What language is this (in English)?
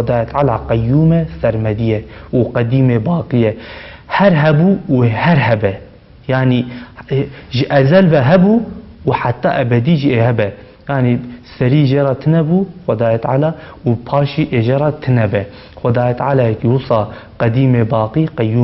Kurdish